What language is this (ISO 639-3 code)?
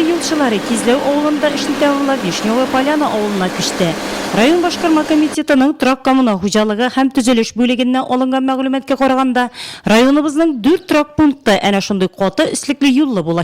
tat